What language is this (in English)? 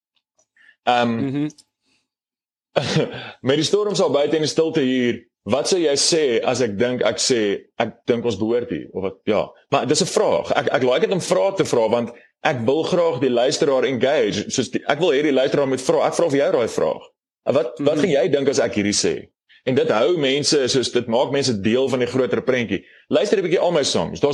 Afrikaans